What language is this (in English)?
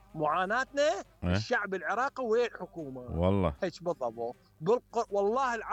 Mesopotamian Arabic